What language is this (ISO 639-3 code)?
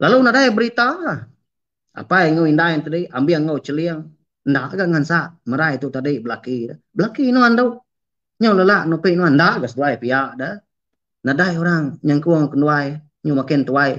iba